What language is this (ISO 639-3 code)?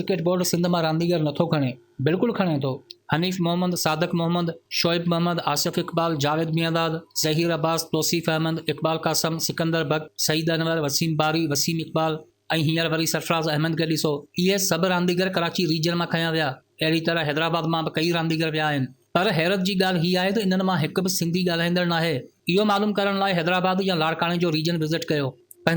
snd